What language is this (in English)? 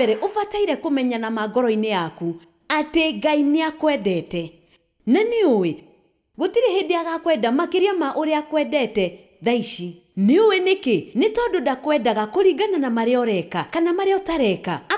Kikuyu